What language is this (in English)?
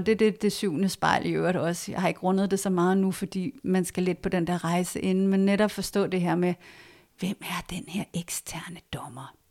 Danish